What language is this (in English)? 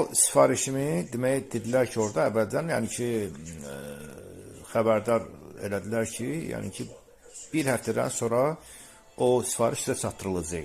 Azerbaijani